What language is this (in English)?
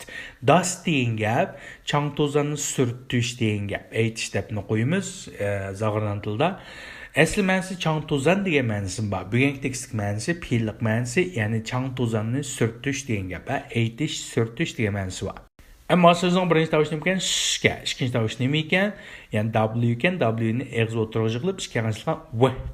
Uyghur